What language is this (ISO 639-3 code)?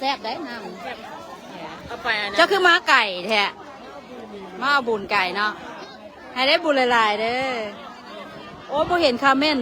lao